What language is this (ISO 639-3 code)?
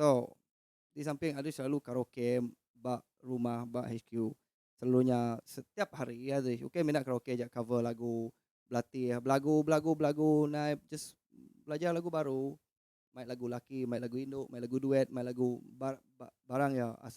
iba